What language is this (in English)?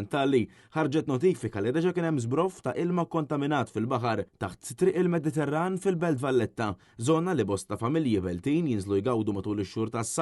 Maltese